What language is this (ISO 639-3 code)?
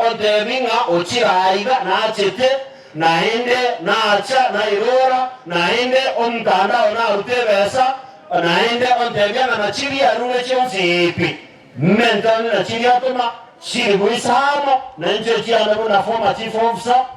guz